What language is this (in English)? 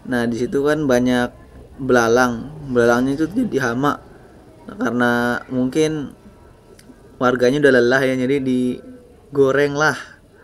Indonesian